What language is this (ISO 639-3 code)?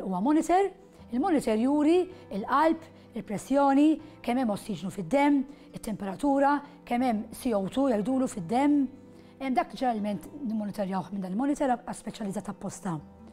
mlt